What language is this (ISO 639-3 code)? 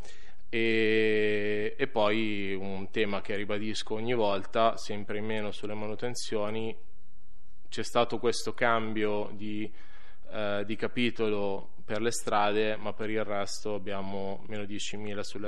ita